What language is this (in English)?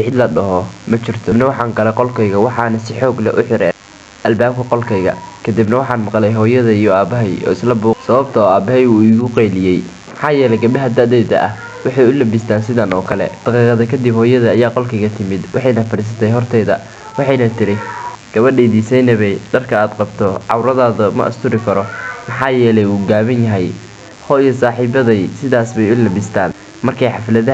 Somali